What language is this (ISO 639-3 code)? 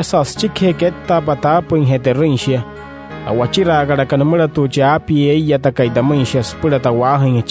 guc